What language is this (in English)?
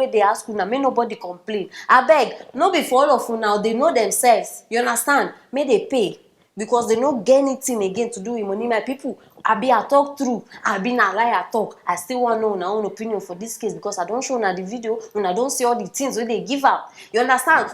Nigerian Pidgin